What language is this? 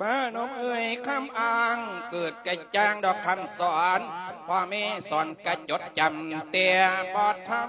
Lao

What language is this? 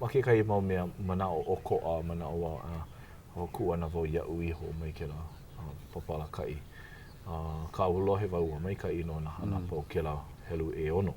Hawaiian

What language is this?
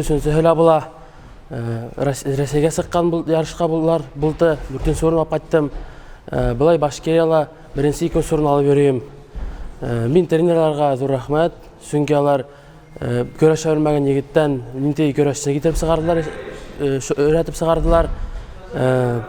Bashkir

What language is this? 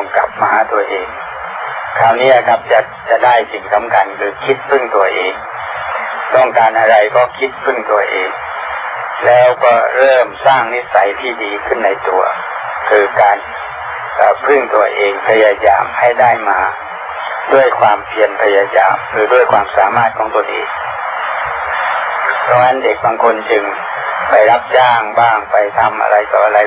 Thai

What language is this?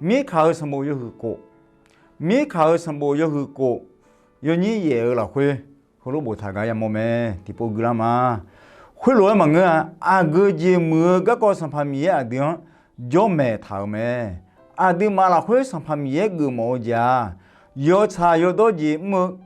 Akha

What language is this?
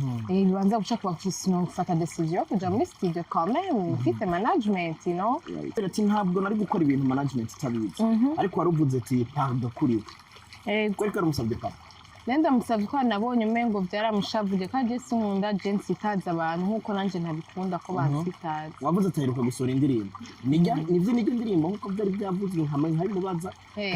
Rundi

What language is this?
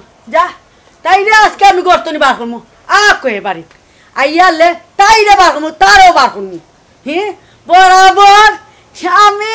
Sylheti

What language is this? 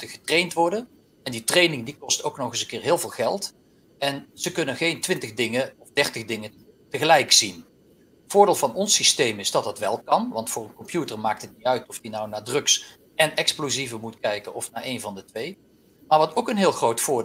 Dutch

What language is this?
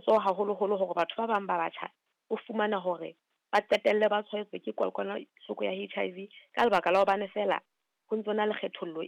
Southern Sotho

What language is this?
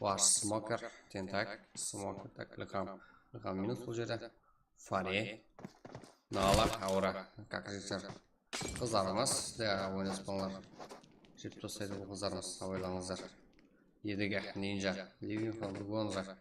Kara-Kalpak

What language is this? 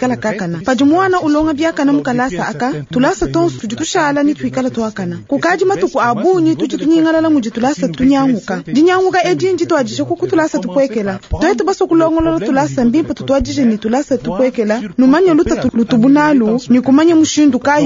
Luba-Lulua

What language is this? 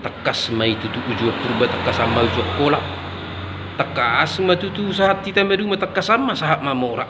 Batak Toba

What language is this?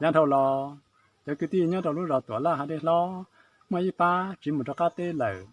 Hmong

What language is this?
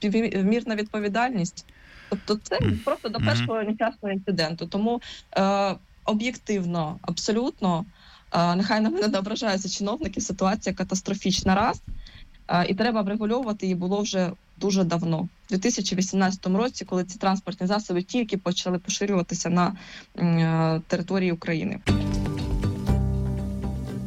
Ukrainian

